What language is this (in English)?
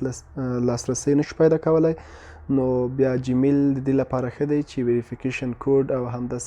Pashto